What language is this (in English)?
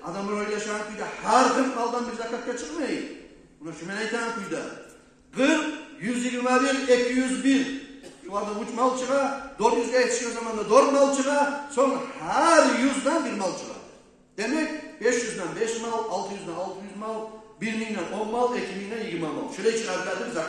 Kumyk